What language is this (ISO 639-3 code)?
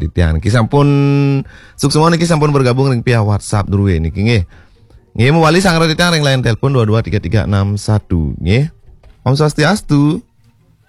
ban